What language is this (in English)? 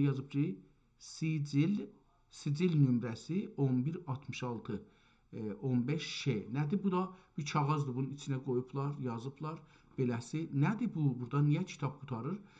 South Azerbaijani